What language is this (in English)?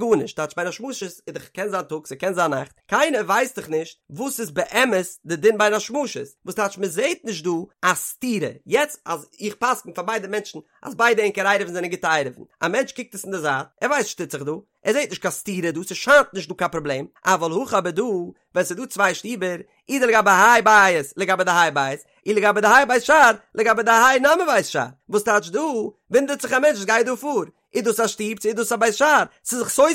Yiddish